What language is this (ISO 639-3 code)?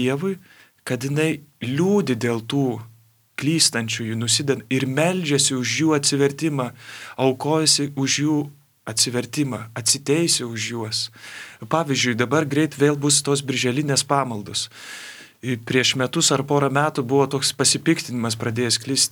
lit